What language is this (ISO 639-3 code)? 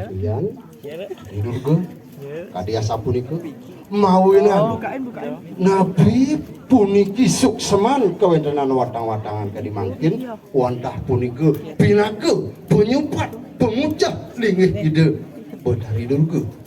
ban